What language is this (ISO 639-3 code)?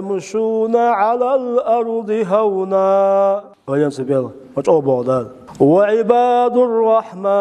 che